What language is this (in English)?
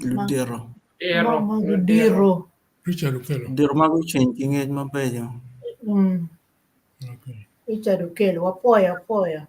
Acoli